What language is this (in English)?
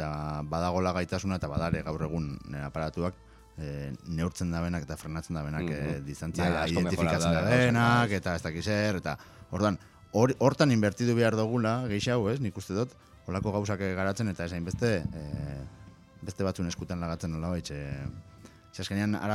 Basque